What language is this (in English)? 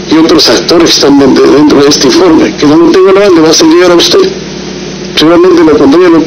Spanish